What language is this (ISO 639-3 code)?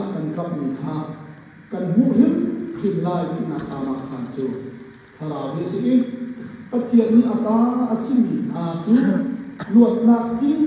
cnh